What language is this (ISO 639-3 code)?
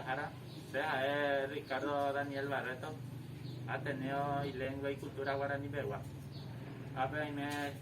grn